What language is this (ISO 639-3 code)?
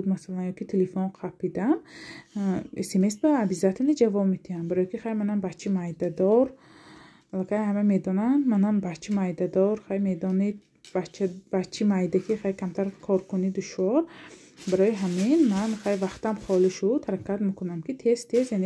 tgk